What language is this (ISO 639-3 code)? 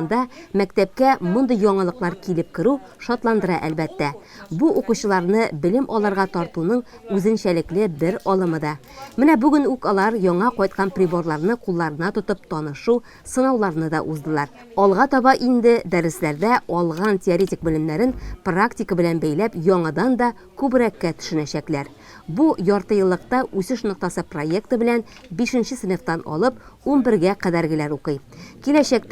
tat